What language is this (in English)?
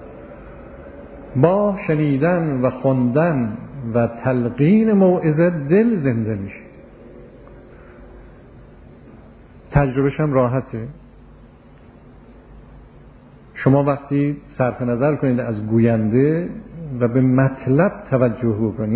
Persian